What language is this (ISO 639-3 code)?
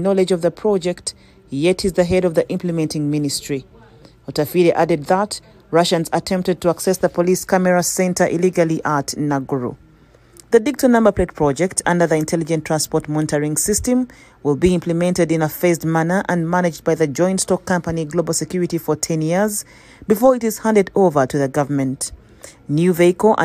eng